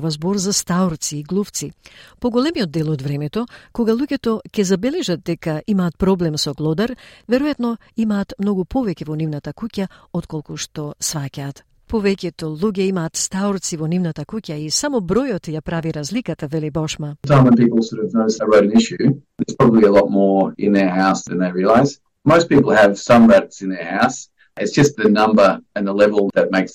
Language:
Macedonian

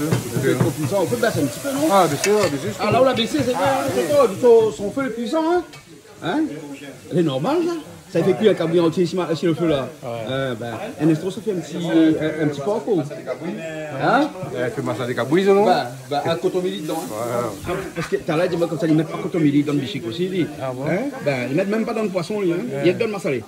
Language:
Réunion Creole French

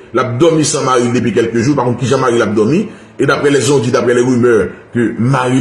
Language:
Haitian Creole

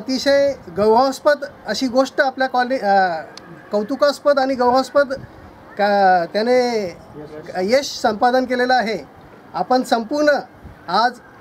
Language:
Marathi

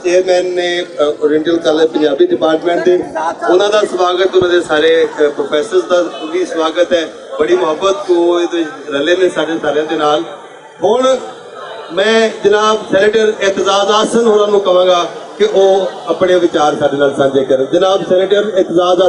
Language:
Western Panjabi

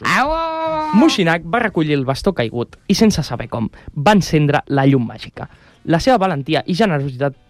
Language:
Catalan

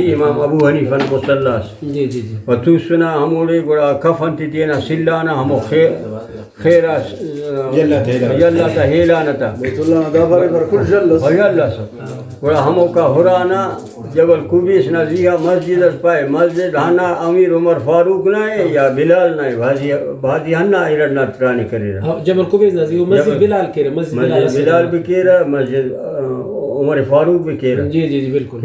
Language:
Brahui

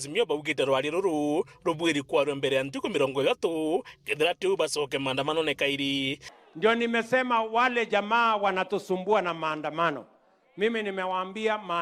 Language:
Meru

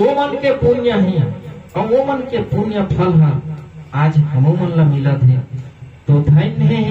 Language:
Chhattisgarhi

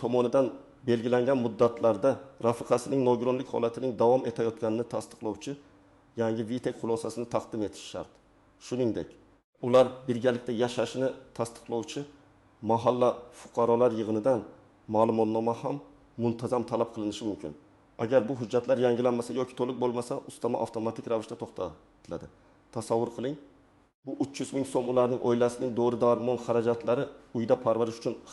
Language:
Uzbek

